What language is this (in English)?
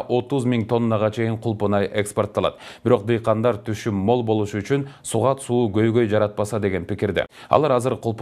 Kyrgyz